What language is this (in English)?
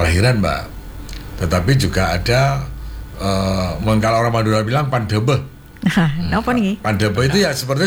Indonesian